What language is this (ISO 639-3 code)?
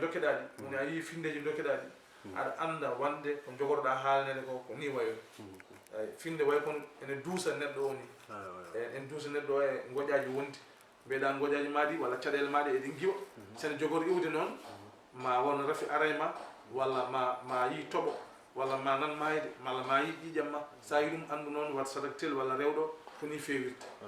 ful